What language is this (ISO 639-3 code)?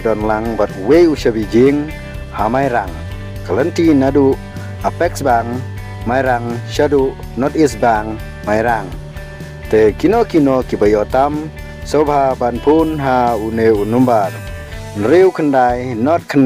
kha